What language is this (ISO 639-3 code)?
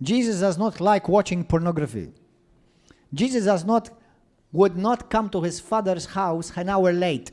eng